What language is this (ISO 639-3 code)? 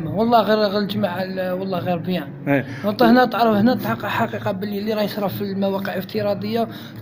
arq